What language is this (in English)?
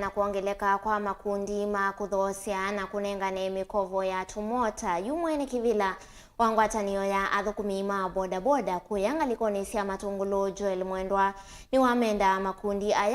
Kamba